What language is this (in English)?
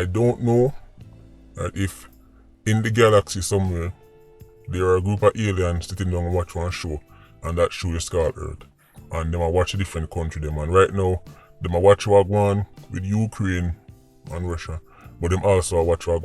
Jamaican Creole English